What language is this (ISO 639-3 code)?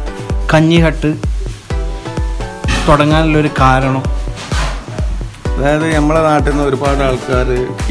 mal